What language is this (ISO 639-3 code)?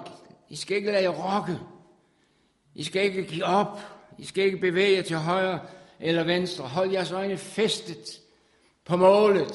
dan